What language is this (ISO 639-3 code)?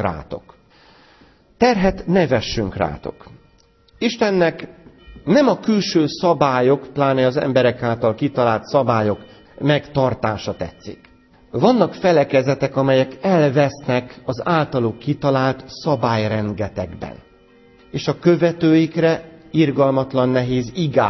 hun